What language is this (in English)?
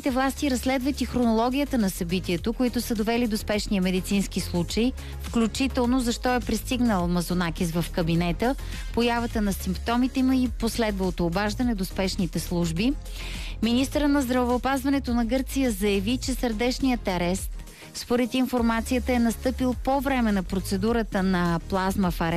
Bulgarian